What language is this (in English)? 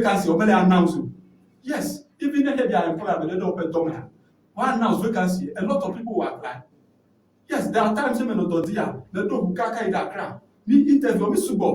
Ewe